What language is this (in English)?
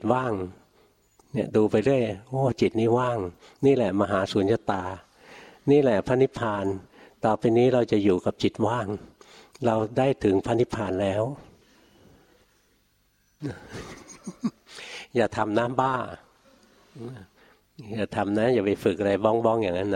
Thai